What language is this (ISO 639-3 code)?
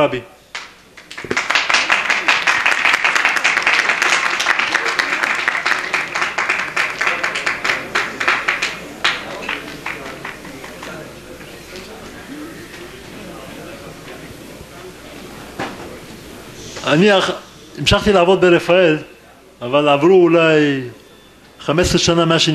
heb